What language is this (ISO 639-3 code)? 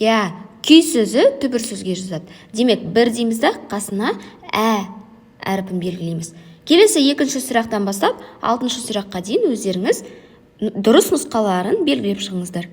kaz